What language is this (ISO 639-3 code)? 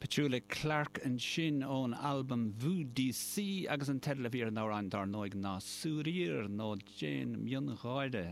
gle